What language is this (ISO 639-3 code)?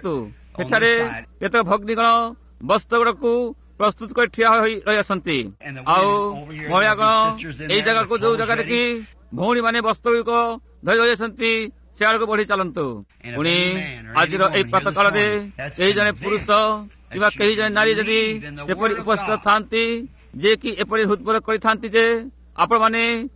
ori